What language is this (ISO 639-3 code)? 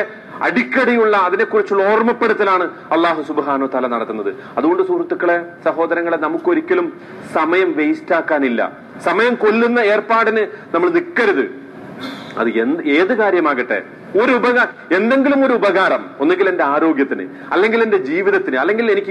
mal